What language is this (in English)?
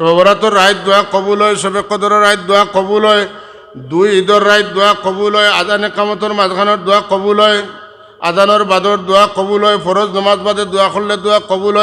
Sylheti